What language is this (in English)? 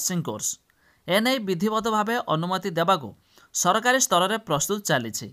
Odia